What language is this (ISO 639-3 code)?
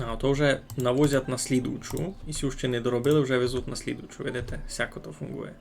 rue